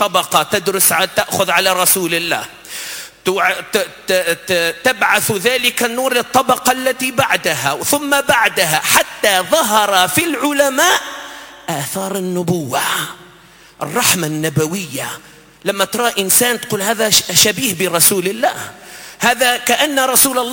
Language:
Arabic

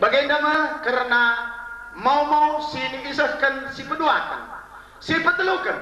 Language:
Batak Karo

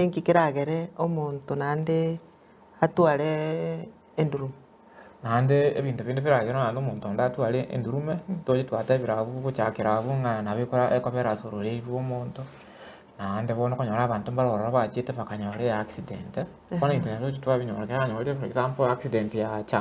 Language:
Gusii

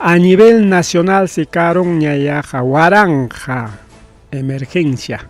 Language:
Ayacucho Quechua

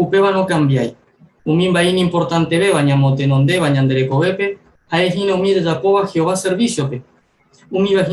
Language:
Guarani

